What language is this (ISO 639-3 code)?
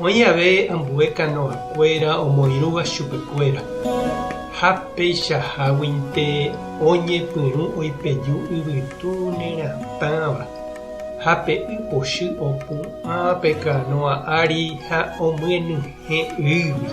grn